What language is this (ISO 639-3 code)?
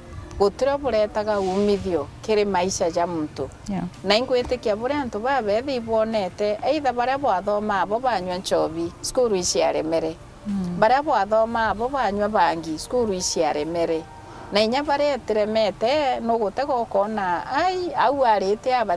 mer